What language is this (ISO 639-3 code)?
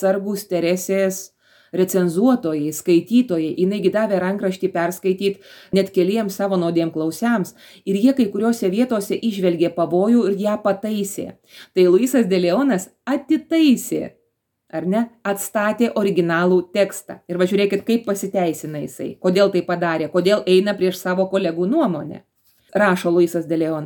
lit